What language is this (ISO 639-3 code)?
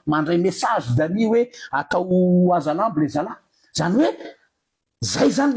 mlg